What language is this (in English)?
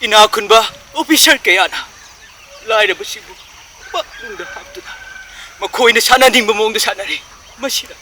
Manipuri